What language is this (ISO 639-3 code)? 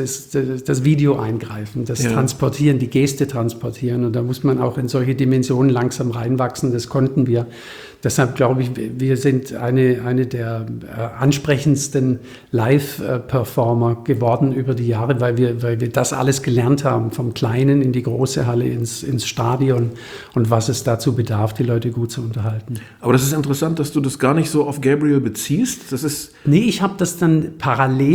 deu